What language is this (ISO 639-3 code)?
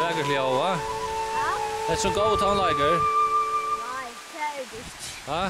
fao